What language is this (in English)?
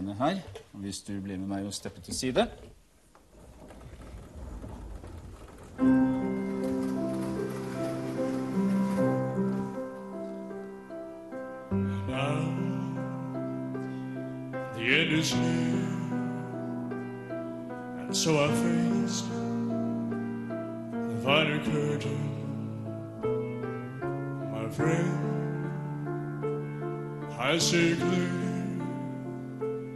Norwegian